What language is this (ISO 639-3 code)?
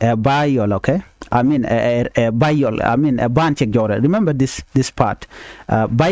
nus